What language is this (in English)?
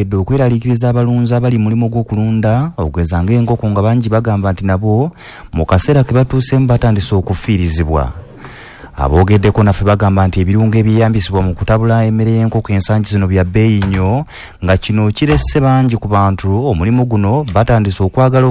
Ganda